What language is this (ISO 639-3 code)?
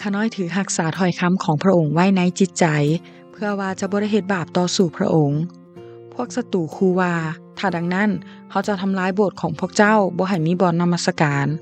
lao